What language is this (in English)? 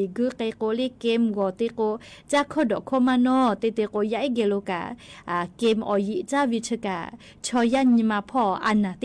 Lahu